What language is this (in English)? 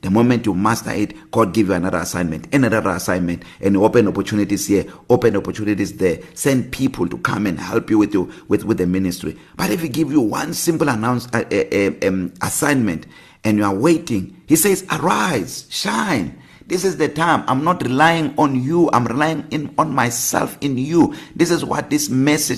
English